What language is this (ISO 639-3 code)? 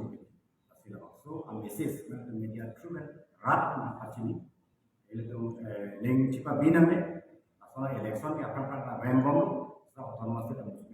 mjw